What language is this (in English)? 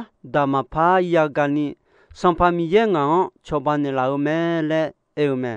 Akha